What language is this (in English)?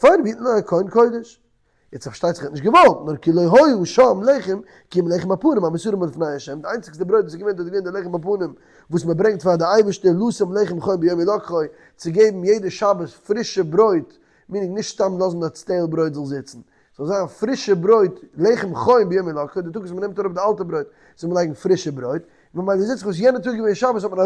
Yiddish